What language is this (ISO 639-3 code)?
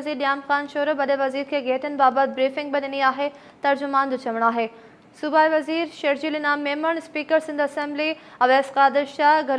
snd